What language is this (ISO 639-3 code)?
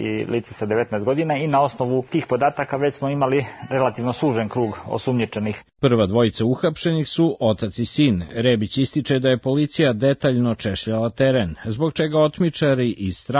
srp